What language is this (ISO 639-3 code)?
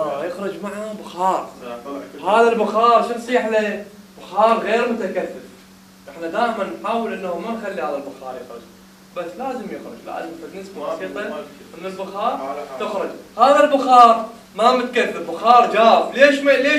acm